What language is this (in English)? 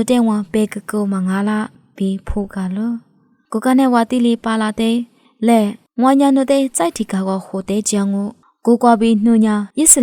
Lisu